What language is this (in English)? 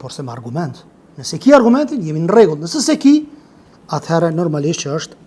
Albanian